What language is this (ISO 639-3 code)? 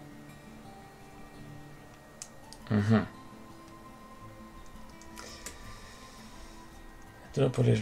spa